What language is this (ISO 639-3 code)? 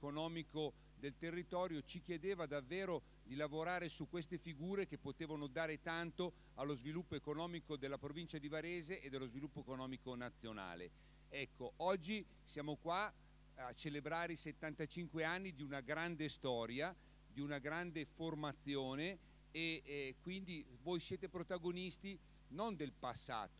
ita